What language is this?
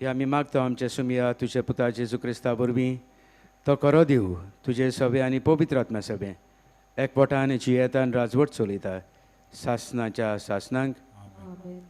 Konkani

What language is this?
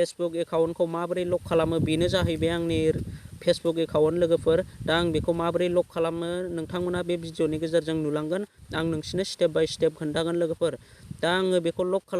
Bodo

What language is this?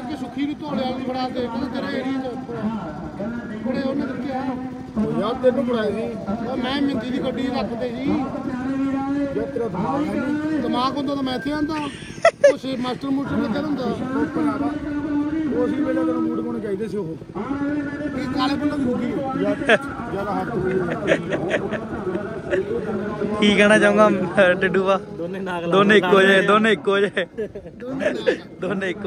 Punjabi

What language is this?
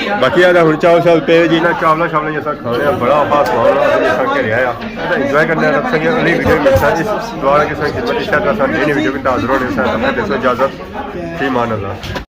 Pahari-Potwari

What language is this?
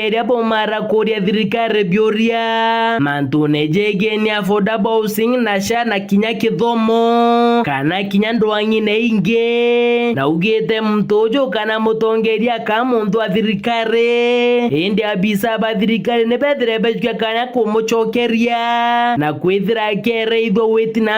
Meru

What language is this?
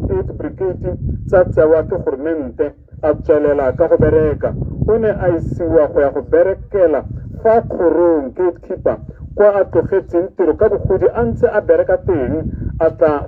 Tswana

